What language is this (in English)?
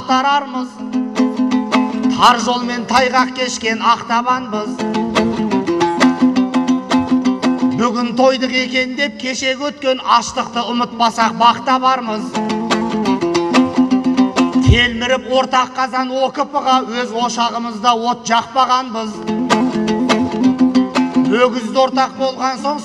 Kazakh